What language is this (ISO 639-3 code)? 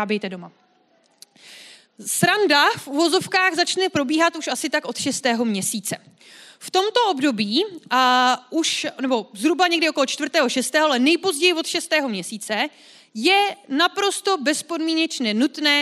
ces